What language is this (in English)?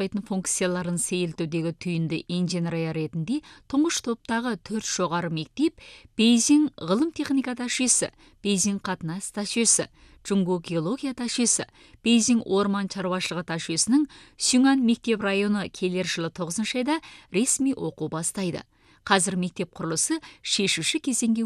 Kazakh